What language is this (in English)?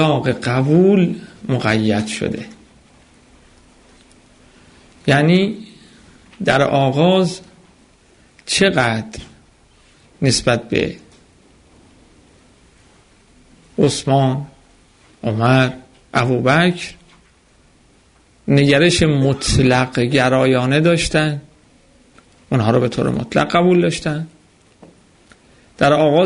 Persian